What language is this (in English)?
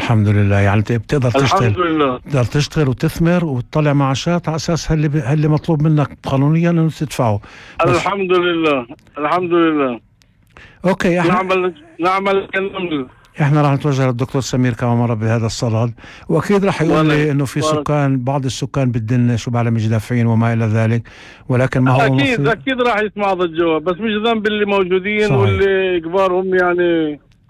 North Levantine Arabic